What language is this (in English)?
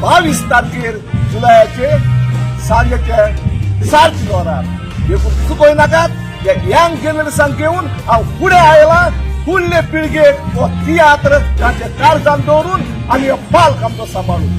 Konkani